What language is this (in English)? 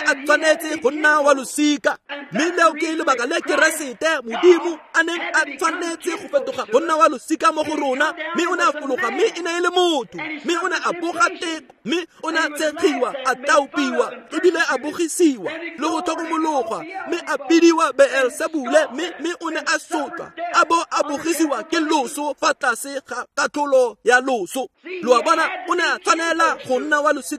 Tswana